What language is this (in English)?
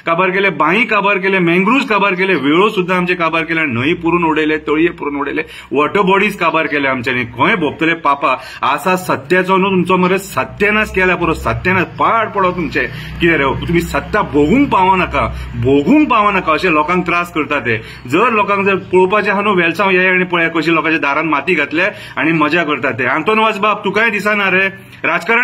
Konkani